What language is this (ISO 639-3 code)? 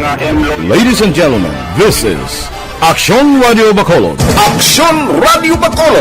hil